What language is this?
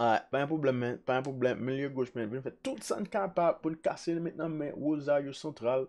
Haitian Creole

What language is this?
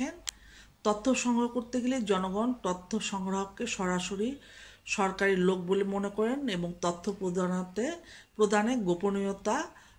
Bangla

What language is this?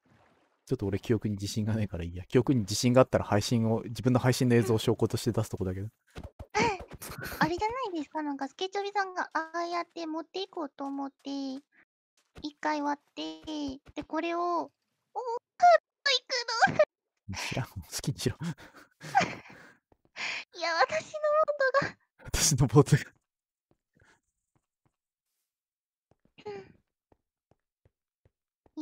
Japanese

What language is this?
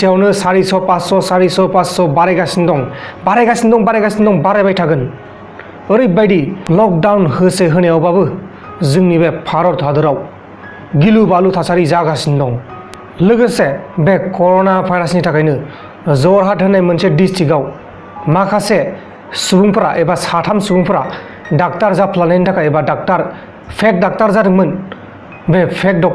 Bodo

